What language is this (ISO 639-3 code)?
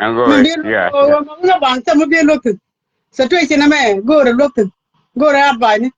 nus